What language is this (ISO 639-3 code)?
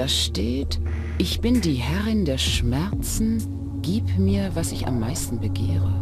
bar